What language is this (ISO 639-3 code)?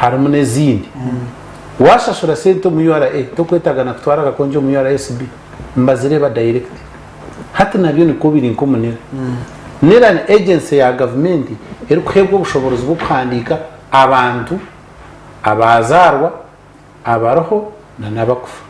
nyn